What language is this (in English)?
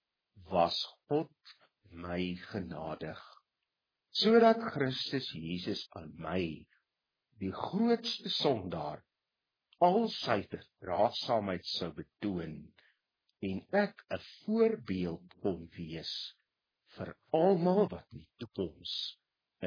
Afrikaans